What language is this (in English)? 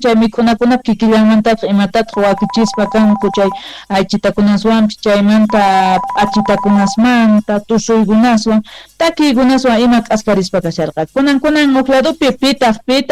Quechua